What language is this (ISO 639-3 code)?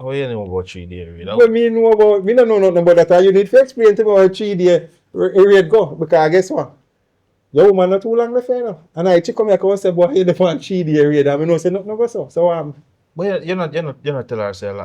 jam